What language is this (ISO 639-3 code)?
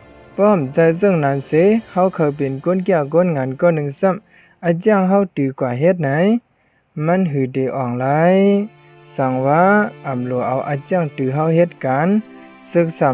shn